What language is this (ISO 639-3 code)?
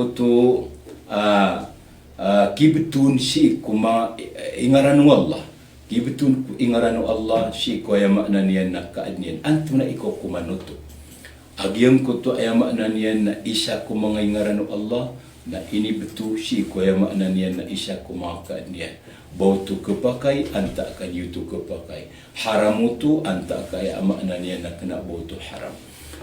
mrw